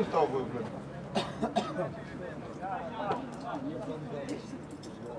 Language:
Ukrainian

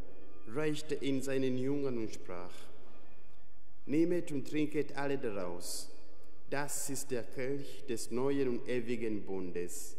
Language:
German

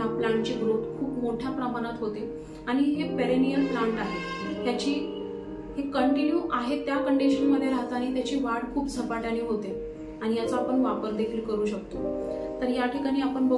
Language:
Marathi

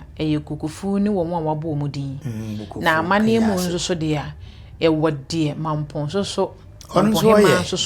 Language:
Akan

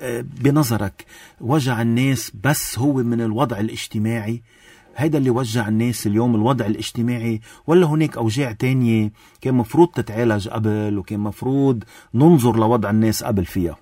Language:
North Levantine Arabic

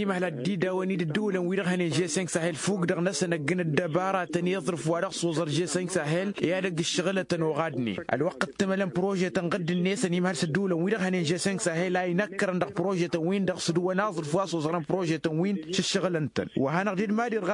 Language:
Tamasheq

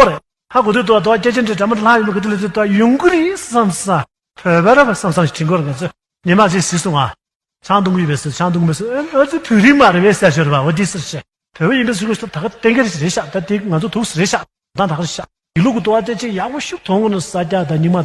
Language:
Tibetan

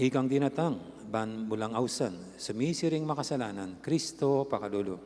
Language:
Pampanga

